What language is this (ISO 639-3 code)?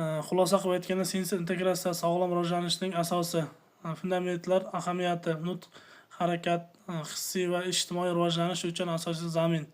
uzb